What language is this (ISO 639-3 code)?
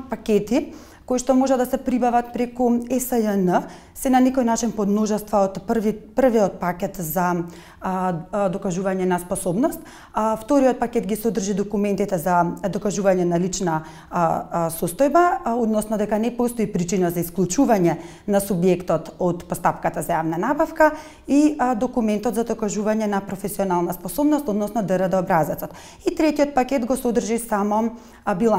mkd